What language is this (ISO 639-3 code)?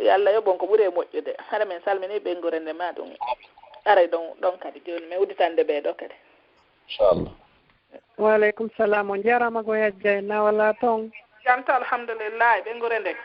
fuf